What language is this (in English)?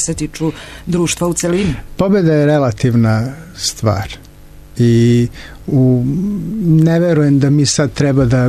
Serbian